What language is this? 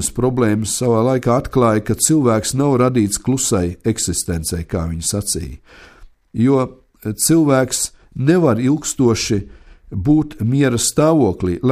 Latvian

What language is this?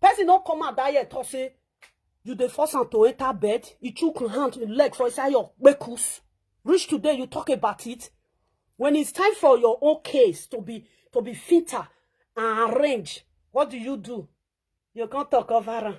Nigerian Pidgin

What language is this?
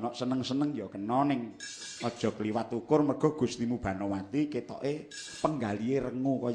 Javanese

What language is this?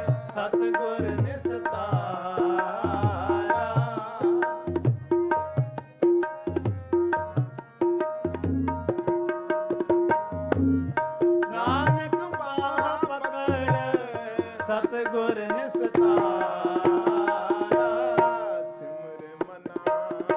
Punjabi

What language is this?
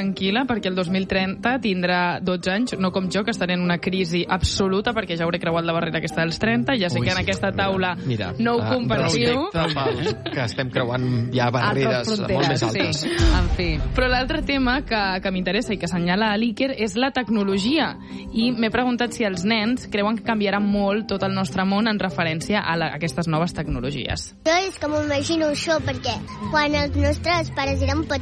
Catalan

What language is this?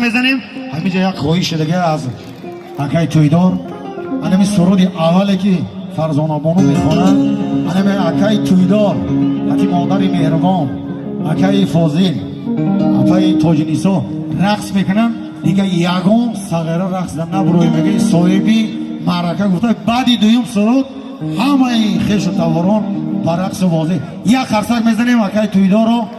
Tajik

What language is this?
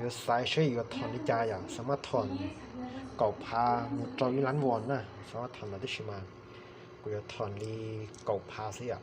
Hmong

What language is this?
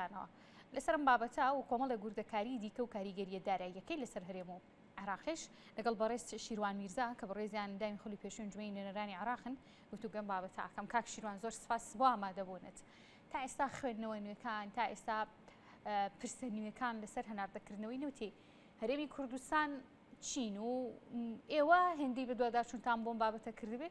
Central Kurdish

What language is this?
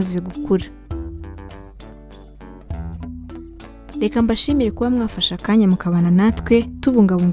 Kinyarwanda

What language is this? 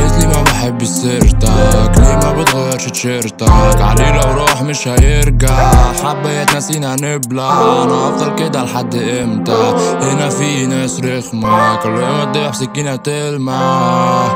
Egyptian Arabic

